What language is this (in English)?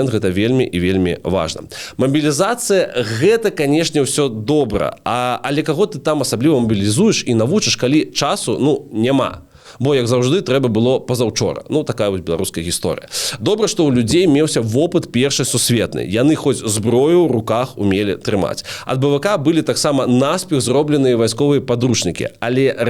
Belarusian